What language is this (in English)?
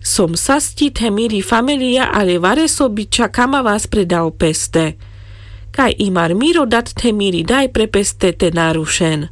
Carpathian Romani